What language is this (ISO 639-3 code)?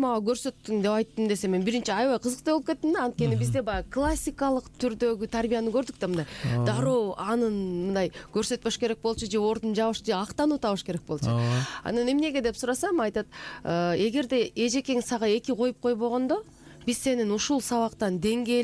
kir